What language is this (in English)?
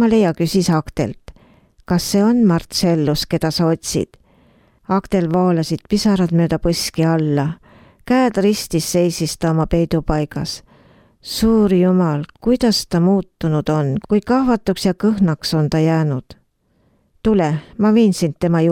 Estonian